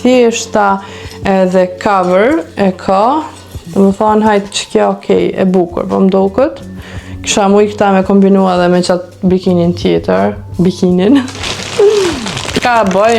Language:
Albanian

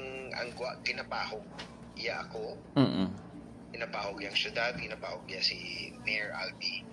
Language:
Hiligaynon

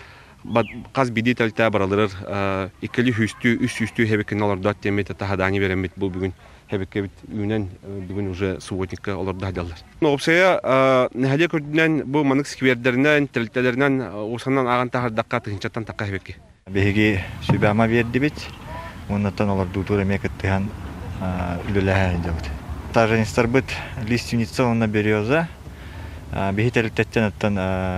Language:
Yakut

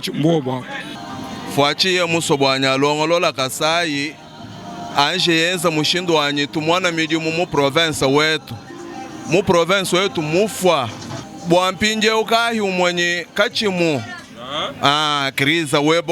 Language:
Luba-Lulua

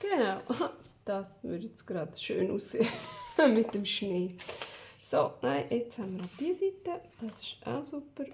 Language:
Swiss German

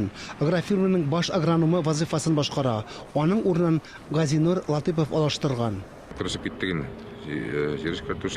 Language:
Tatar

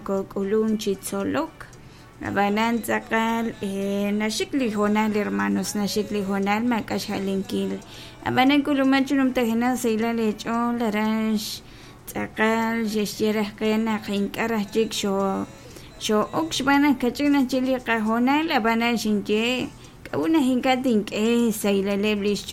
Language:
Kekchí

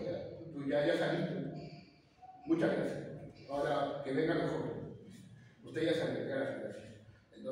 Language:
Spanish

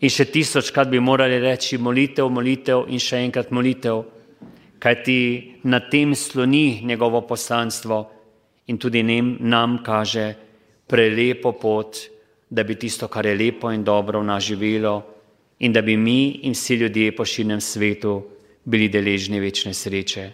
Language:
Slovenian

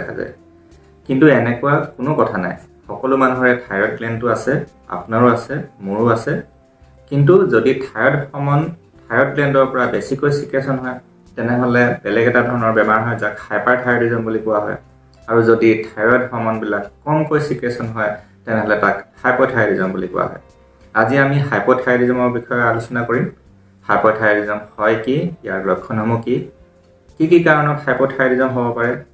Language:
Assamese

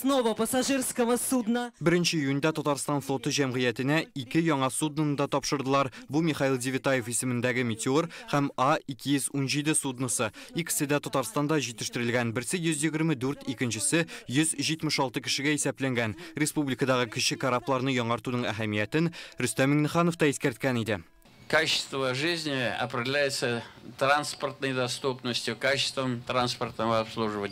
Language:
Tatar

